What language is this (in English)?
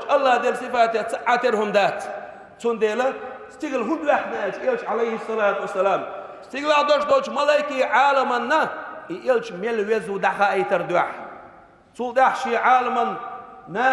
Chechen